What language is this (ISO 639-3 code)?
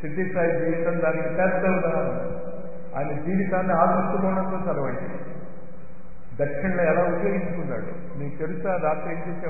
tel